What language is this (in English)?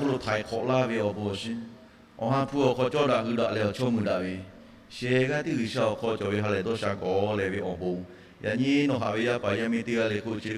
Lahu